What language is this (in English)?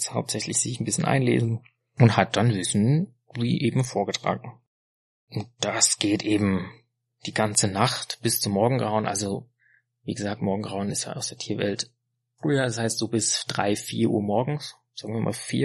German